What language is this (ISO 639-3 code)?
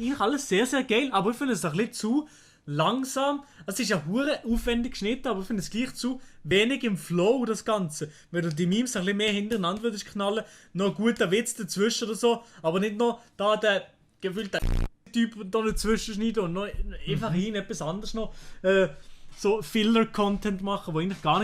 gsw